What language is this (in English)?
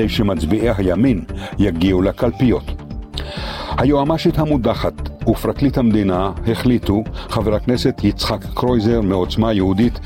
Hebrew